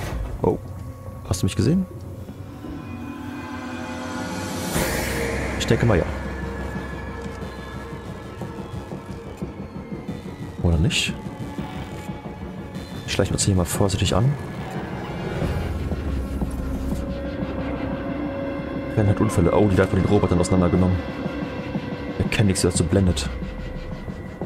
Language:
German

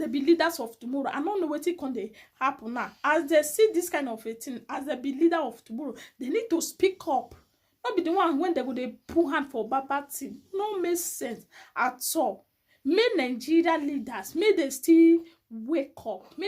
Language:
Nigerian Pidgin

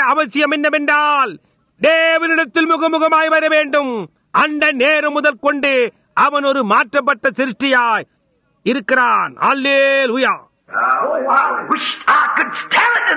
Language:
Tamil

